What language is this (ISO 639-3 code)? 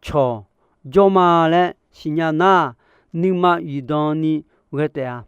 ahk